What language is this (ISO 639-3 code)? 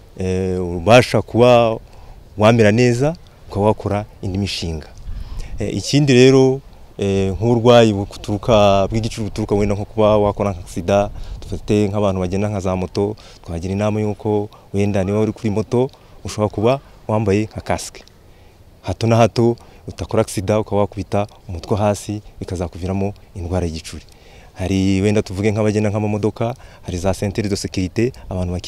kin